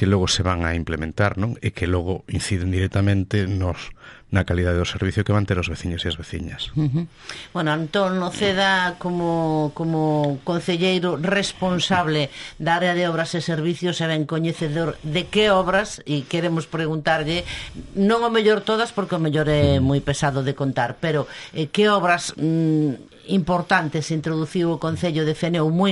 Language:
Galician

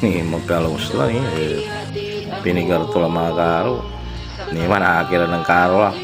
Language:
Pangasinan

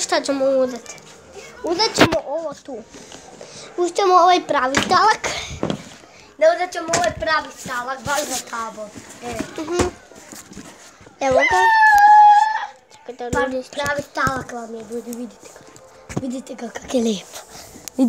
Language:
Croatian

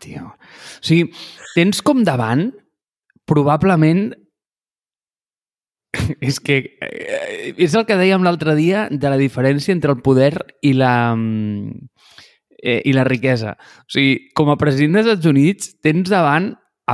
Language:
Catalan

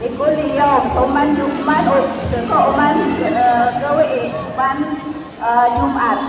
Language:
Maranao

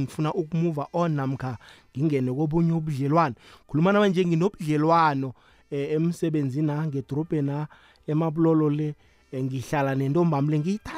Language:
South Ndebele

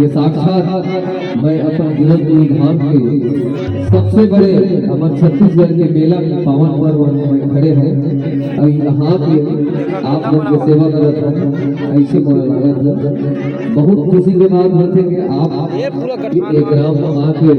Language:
Chhattisgarhi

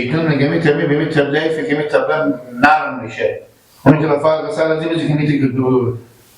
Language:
Hazaragi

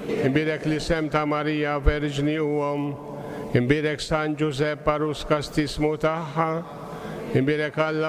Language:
Maltese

